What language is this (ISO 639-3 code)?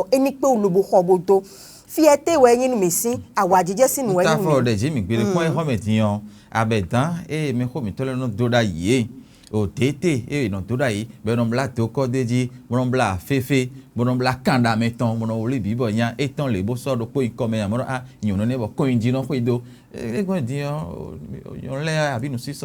fon